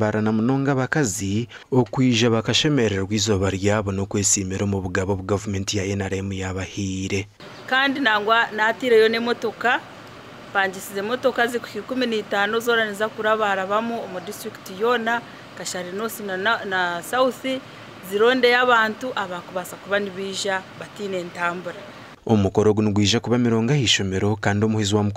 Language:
Nyankole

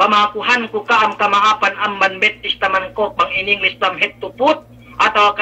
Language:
Yakan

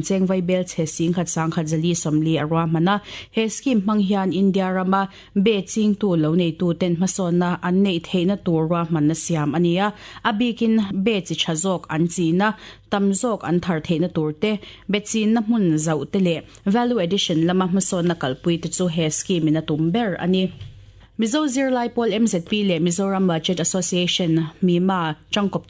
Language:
Mizo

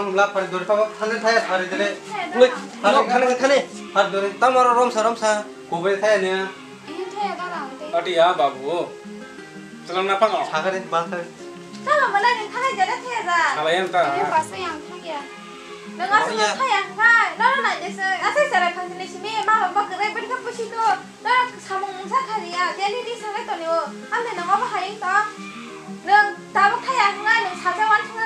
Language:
Kok Borok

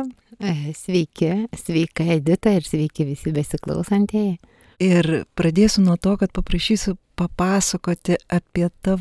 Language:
Lithuanian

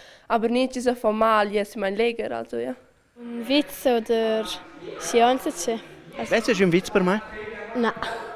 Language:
Romansh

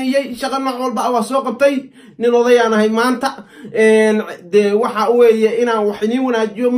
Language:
Somali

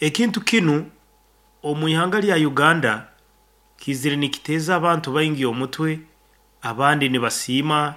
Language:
Nyankole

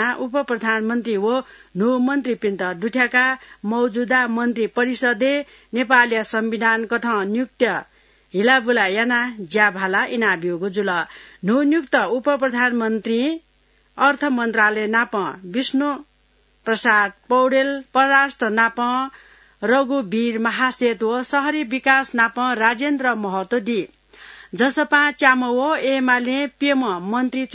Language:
Newari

